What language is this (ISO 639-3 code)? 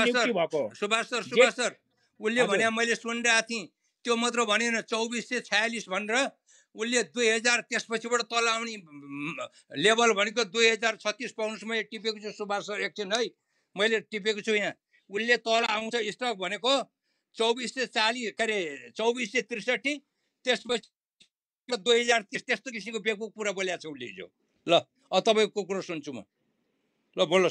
nep